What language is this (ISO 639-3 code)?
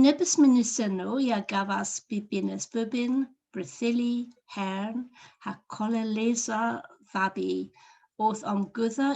cor